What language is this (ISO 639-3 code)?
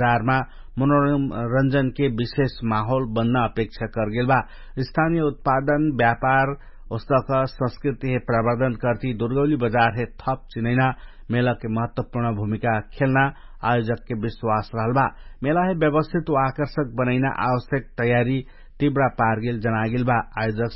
thl